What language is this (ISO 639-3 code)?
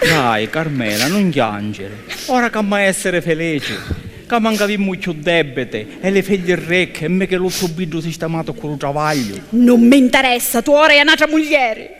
scn